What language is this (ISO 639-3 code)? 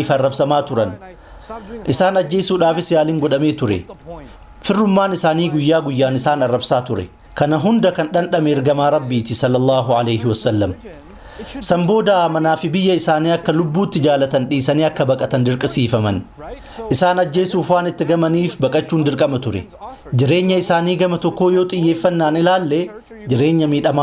orm